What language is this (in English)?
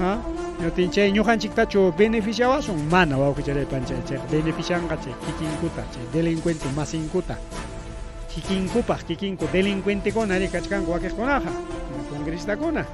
Ayacucho Quechua